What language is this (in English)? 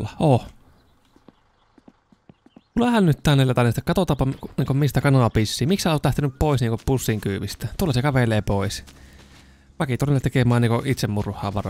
Finnish